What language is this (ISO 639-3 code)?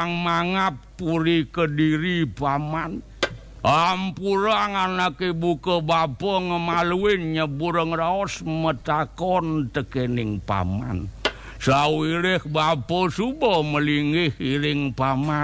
ban